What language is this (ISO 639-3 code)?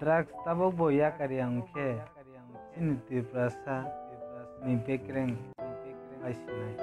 trp